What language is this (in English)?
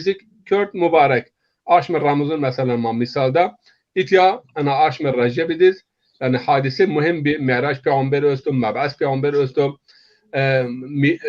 Zaza